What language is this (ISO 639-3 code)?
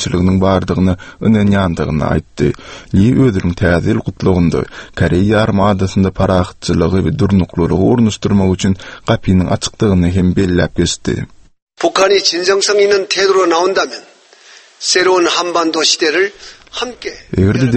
tuk